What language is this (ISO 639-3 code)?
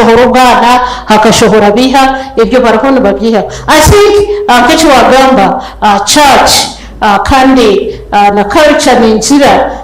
nyn